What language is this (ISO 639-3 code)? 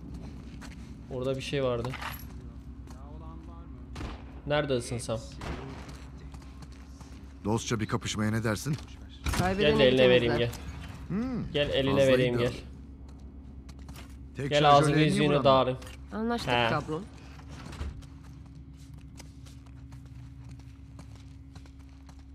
tur